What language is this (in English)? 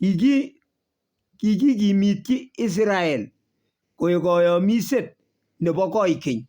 Kalenjin